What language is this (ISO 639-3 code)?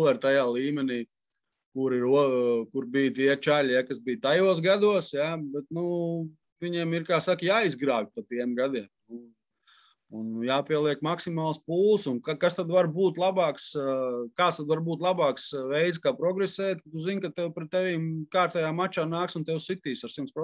lav